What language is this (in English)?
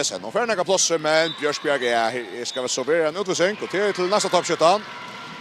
Faroese